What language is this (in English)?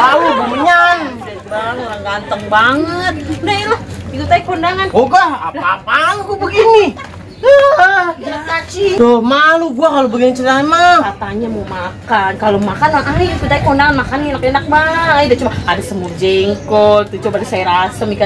Betawi